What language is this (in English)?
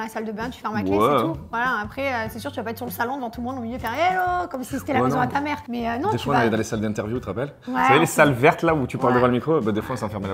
French